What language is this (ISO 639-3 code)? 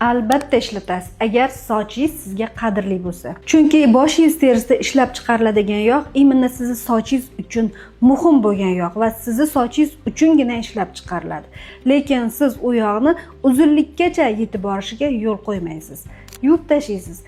uzb